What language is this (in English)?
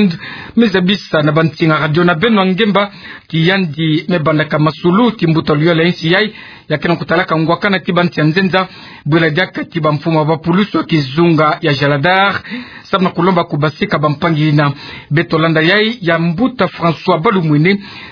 Kituba (Democratic Republic of Congo)